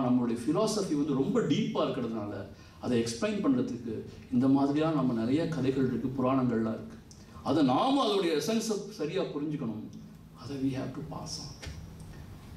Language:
Tamil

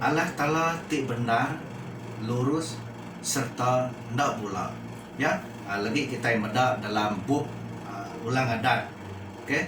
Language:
Iban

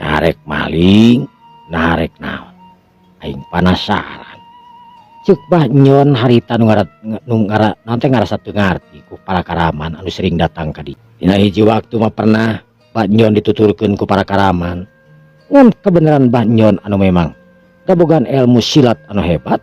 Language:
Sundanese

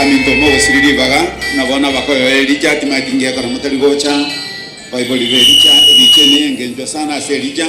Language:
Gusii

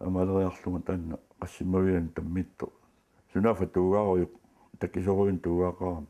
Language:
Kalaallisut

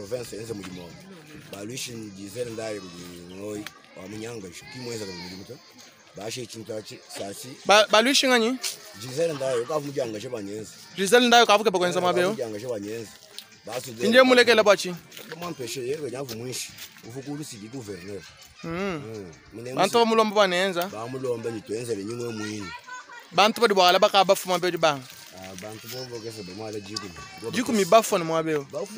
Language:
Luba-Lulua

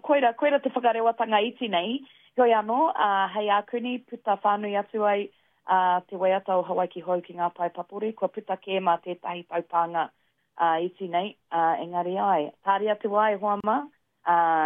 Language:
Māori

